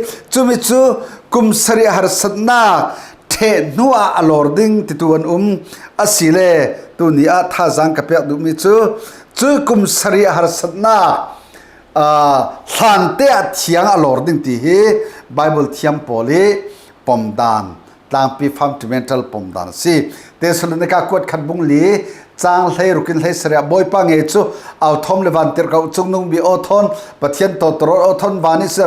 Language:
Falam Chin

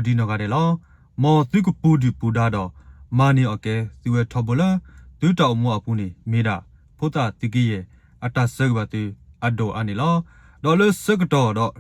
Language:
S'gaw Karen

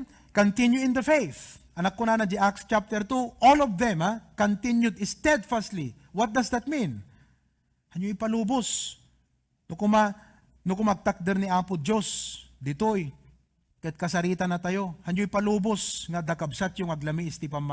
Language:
Iloko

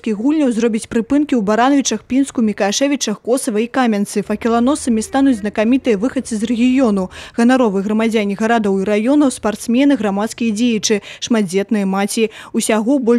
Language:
Belarusian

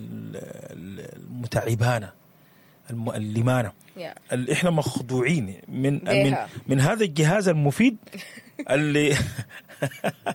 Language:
Sudanese Arabic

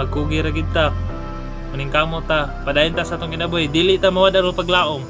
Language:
Cebuano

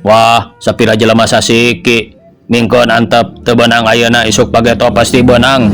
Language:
Sundanese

